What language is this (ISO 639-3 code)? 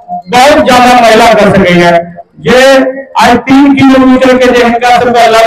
mai